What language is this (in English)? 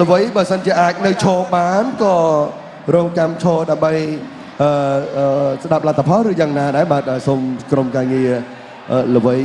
Khmer